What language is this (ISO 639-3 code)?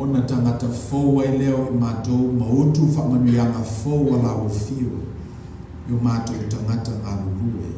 smo